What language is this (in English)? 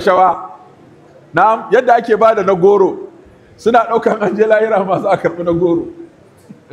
Hausa